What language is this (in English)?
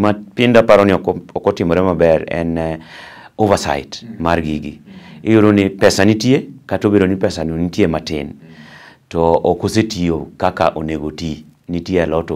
Luo (Kenya and Tanzania)